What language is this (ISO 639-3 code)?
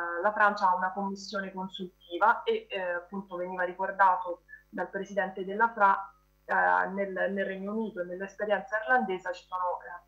ita